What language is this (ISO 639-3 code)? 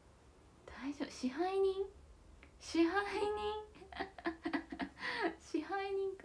jpn